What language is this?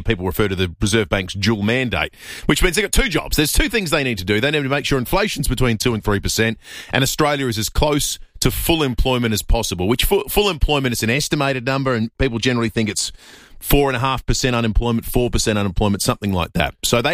English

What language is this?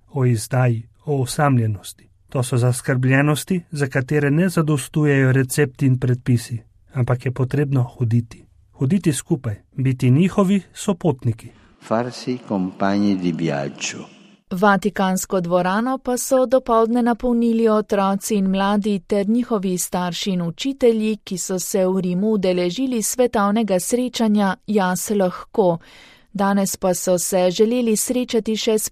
Slovenian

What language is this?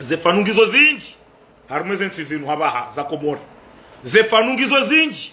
Ngazidja Comorian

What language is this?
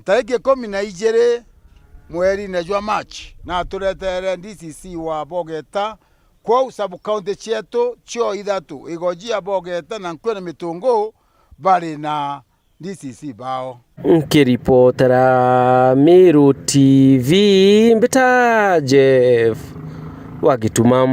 Meru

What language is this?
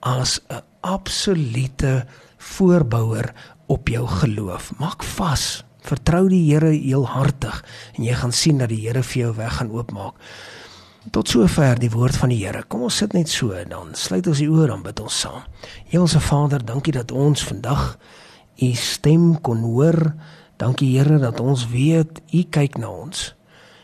Afrikaans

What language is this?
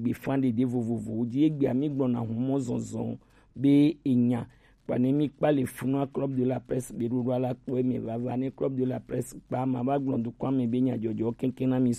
Gen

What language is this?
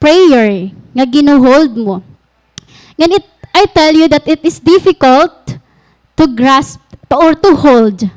Waray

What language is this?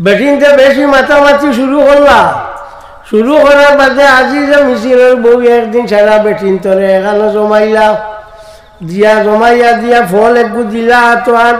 Sylheti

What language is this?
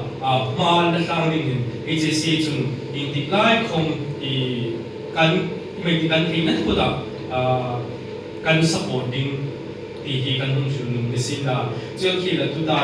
Hmar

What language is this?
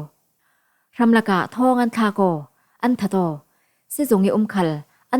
Falam Chin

